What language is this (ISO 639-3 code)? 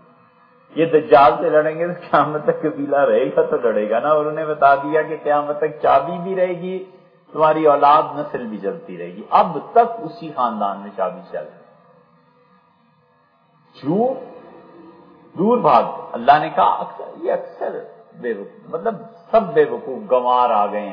urd